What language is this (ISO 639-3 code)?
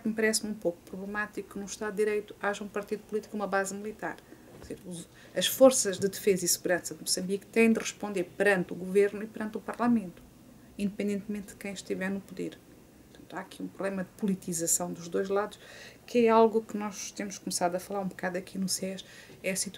por